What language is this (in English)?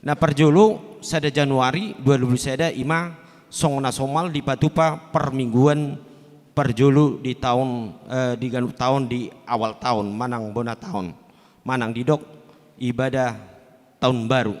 Batak Toba